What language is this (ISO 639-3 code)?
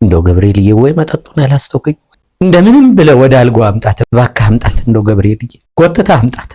amh